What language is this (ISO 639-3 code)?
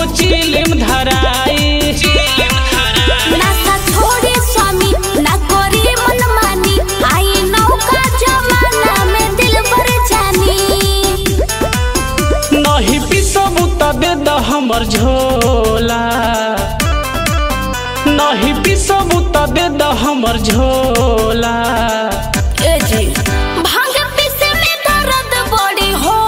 bho